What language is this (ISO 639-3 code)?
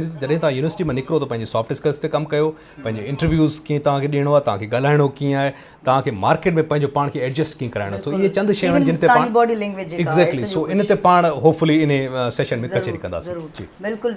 snd